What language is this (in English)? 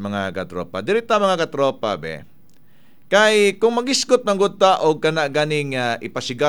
Cebuano